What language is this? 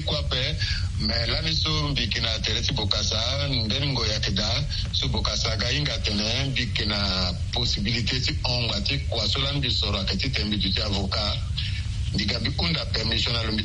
Sango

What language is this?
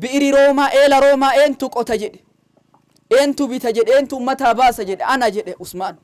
Oromo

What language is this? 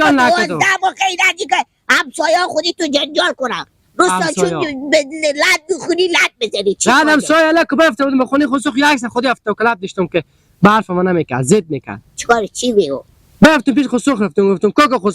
Hazaragi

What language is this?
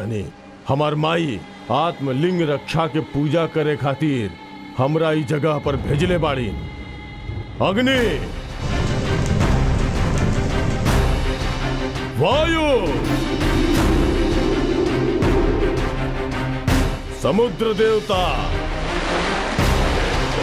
Bhojpuri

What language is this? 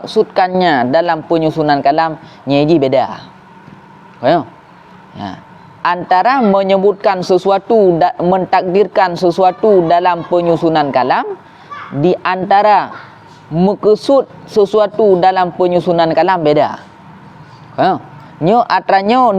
Achinese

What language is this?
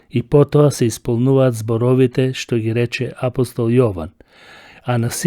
Macedonian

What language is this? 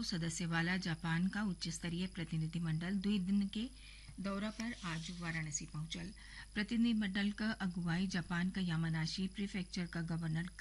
Bhojpuri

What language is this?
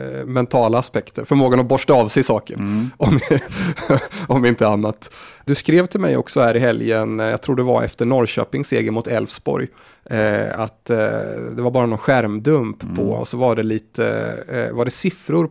Swedish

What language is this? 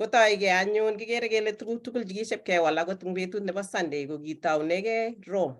Kalenjin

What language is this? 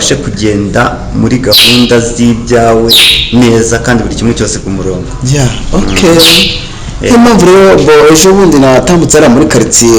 Kinyarwanda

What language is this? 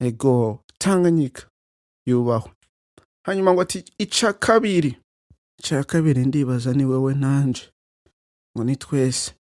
Rundi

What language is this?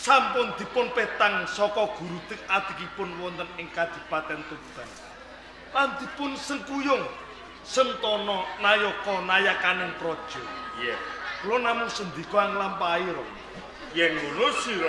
Javanese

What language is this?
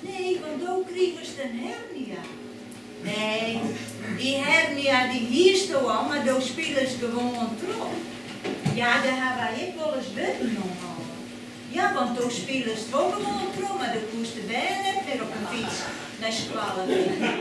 Western Frisian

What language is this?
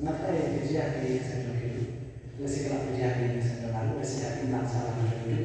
Khasi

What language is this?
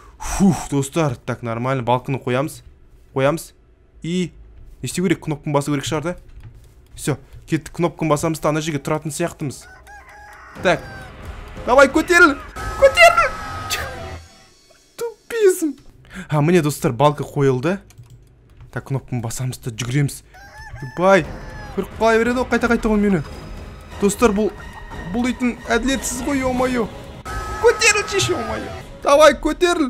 Kazakh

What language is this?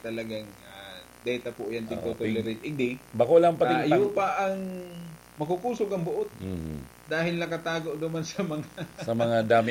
Bikol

